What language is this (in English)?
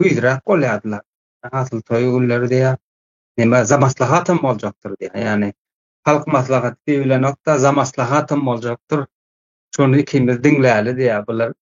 Turkmen